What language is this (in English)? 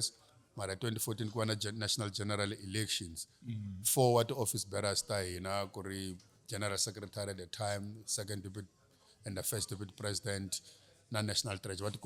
Tsonga